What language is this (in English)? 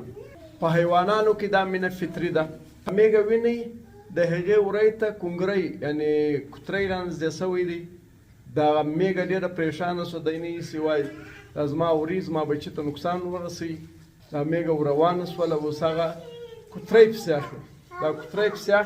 Pashto